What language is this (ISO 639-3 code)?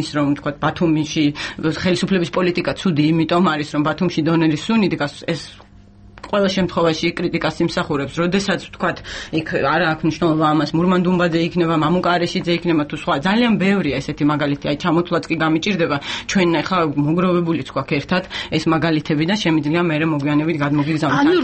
kat